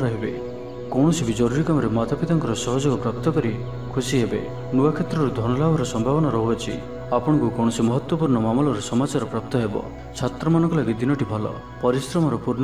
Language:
Odia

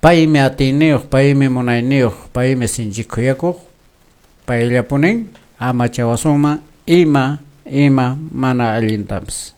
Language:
Quechua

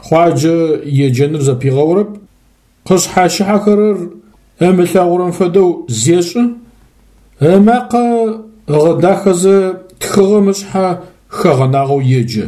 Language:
Adyghe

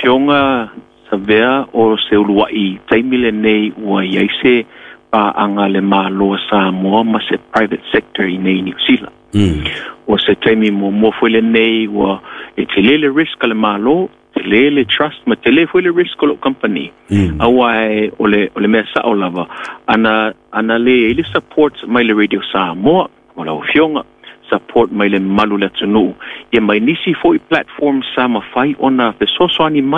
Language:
Samoan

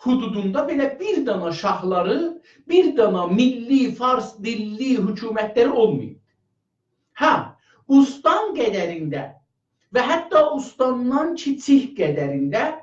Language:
South Azerbaijani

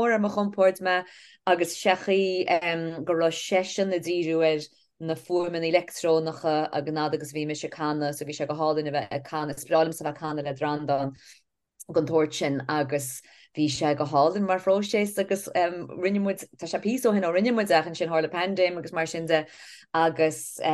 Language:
Irish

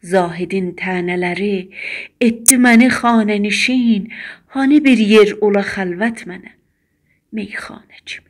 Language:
South Azerbaijani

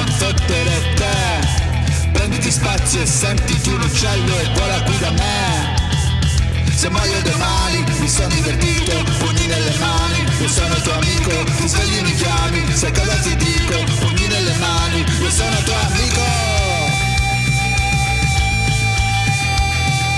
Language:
Italian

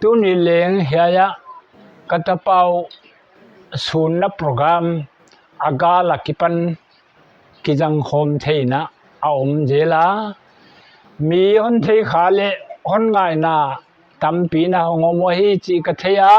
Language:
Paite Chin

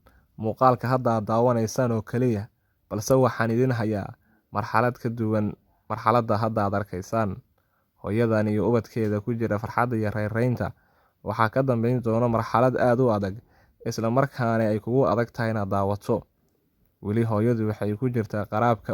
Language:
Somali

